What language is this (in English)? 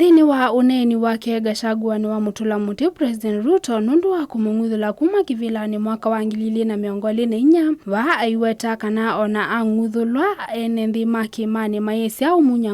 Kamba